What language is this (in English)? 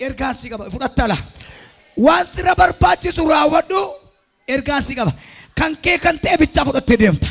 Oromo